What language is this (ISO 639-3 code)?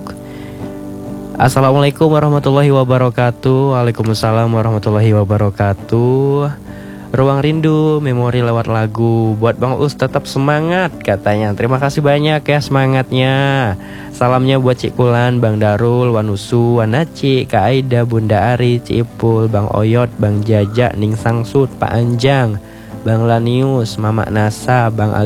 ind